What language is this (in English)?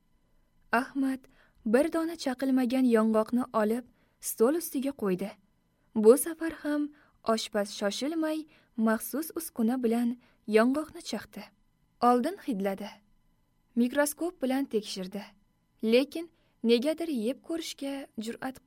Uzbek